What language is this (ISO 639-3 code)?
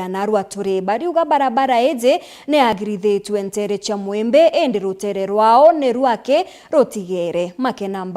mer